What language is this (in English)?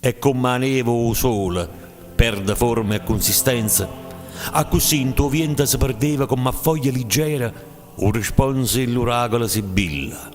Neapolitan